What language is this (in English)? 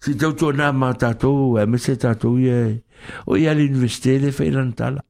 Samoan